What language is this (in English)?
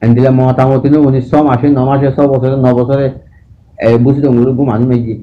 Rohingya